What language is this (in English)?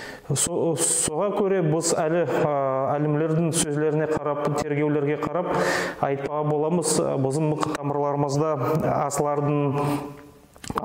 Nogai